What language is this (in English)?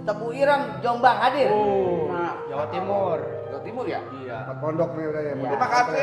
Betawi